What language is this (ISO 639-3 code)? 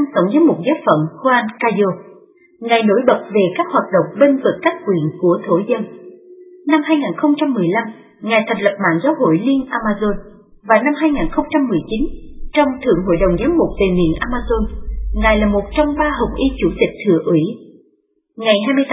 vie